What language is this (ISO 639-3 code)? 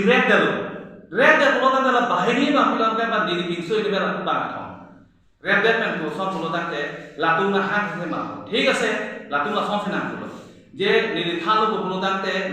mjw